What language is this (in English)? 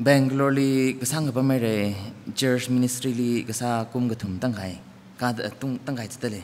Tangkhul Naga (India)